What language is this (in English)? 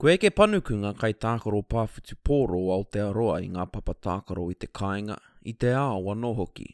Māori